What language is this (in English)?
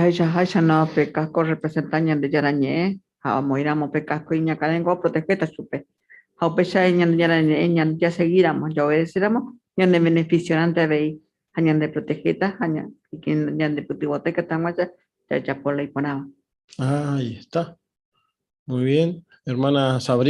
Guarani